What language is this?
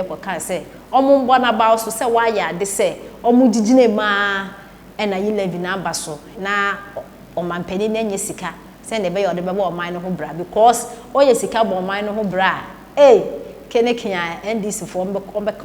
Akan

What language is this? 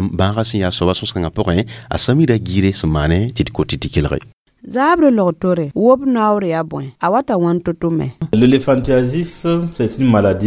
Mossi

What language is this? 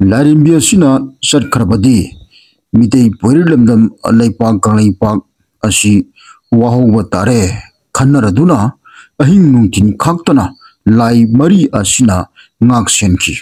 Manipuri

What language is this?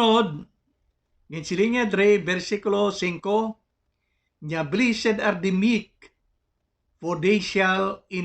Hiligaynon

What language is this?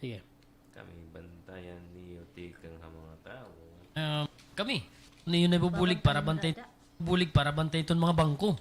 Waray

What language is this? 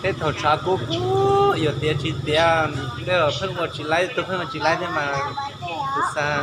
Hmong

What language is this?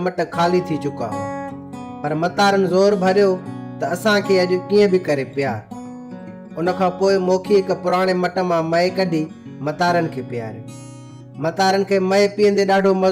Sindhi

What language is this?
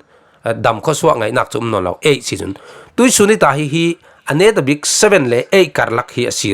Falam Chin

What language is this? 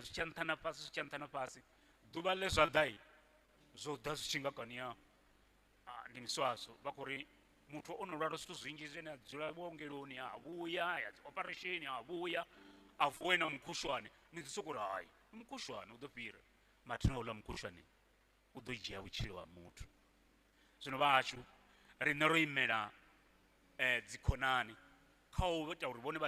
Venda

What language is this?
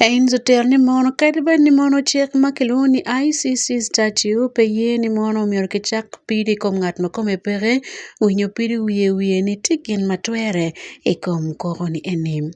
Acoli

